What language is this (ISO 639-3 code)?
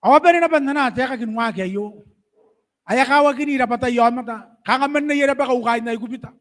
gil